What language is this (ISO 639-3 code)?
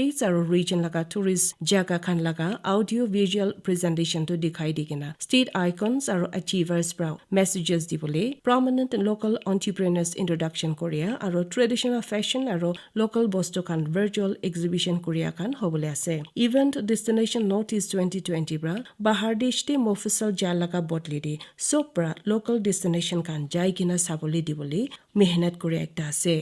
nag